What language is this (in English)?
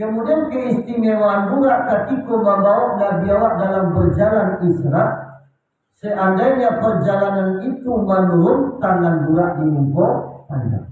Minangkabau